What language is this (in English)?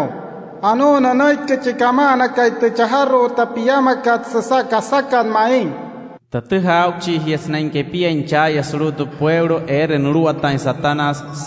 Wayuu